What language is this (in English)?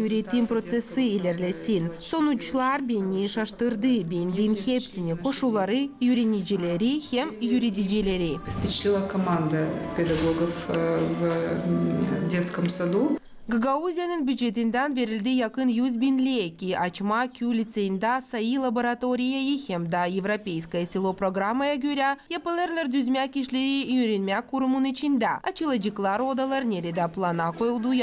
Gagauz